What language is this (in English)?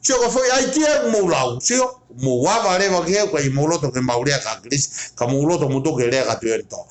Tongan